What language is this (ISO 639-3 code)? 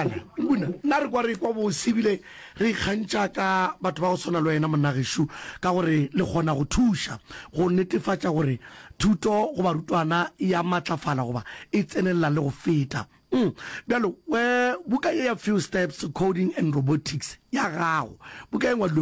nso